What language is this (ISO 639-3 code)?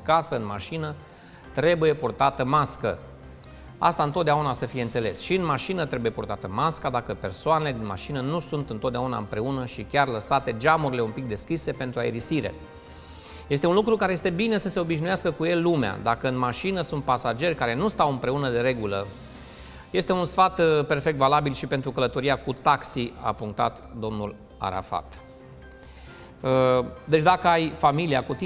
ron